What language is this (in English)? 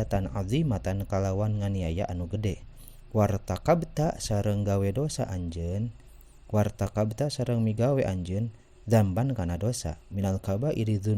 Sundanese